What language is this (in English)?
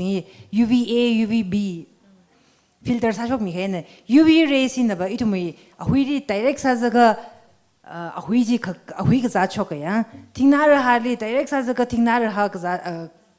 Tangkhul Naga (India)